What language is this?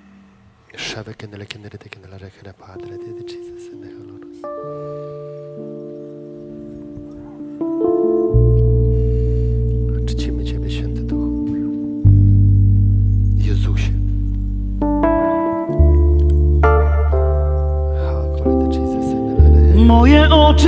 Polish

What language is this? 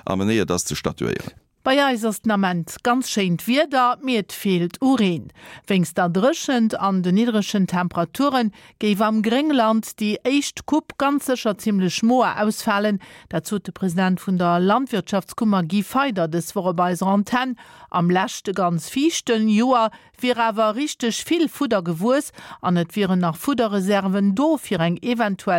Luxembourgish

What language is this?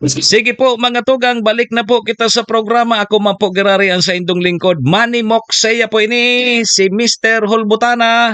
Bikol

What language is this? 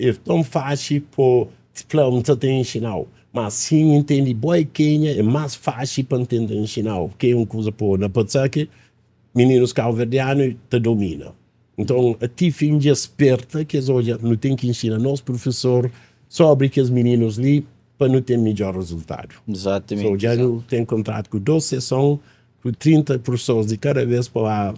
Kabuverdianu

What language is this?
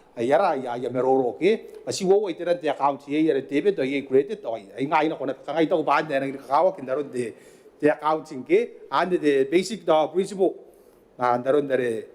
Gilbertese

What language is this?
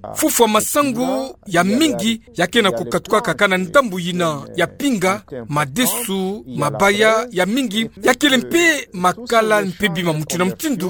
Kituba (Democratic Republic of Congo)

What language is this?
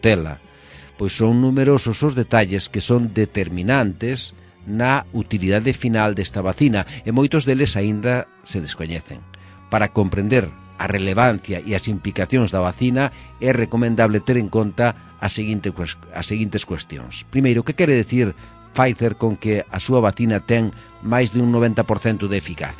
Galician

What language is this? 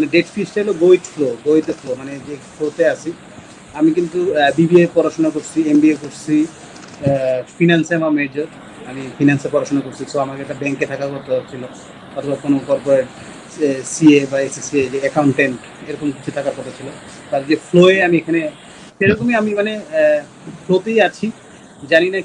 Bangla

